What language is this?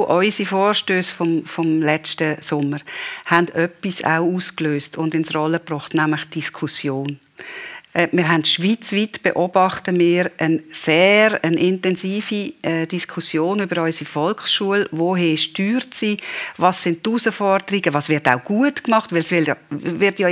Swiss German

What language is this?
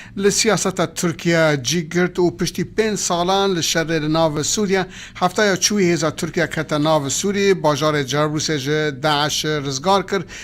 Kurdish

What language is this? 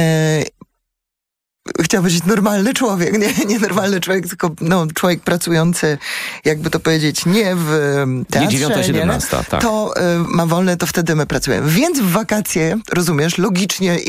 Polish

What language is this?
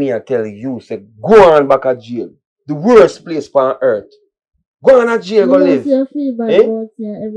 Jamaican Creole English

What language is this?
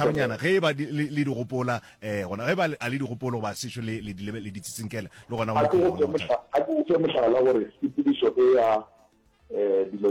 Northern Sotho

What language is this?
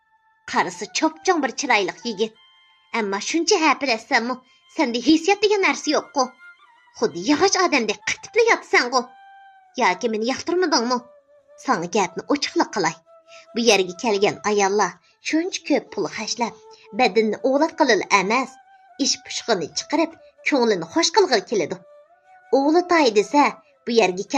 Uyghur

